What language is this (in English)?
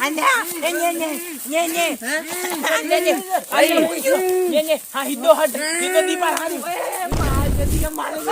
Rajasthani